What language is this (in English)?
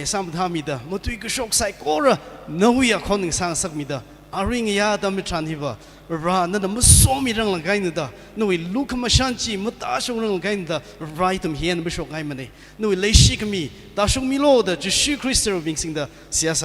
Tangkhul Naga (India)